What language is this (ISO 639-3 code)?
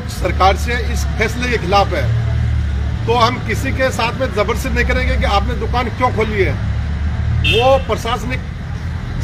hin